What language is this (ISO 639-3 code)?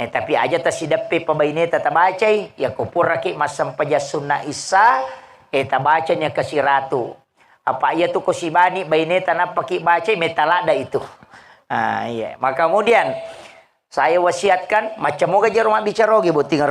bug